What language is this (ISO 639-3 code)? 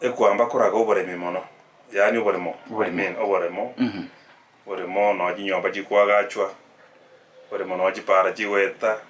guz